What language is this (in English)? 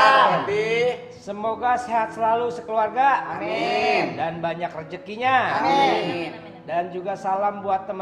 Betawi